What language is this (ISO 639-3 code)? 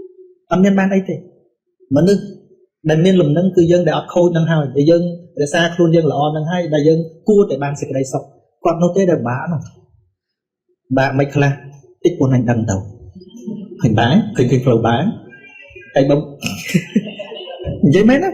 khm